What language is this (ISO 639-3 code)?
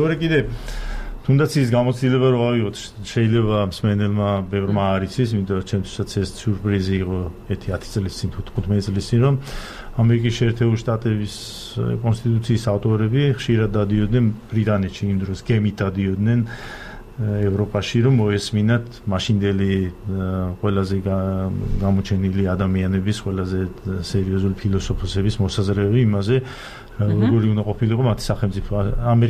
kat